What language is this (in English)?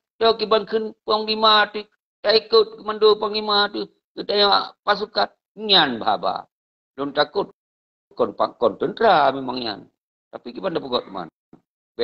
Achinese